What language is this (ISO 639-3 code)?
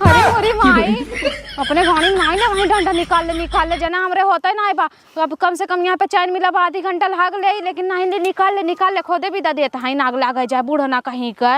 awa